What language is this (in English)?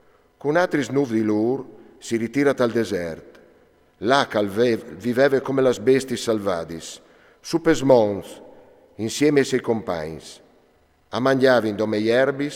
Friulian